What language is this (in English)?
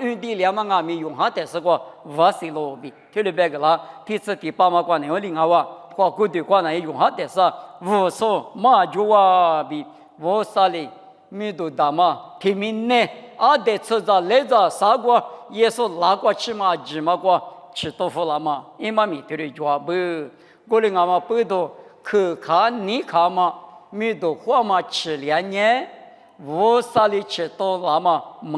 Lisu